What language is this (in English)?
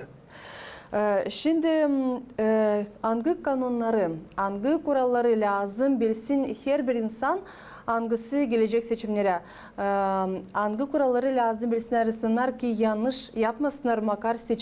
Gagauz